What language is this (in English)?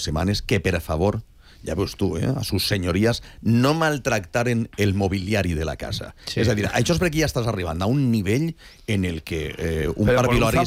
Catalan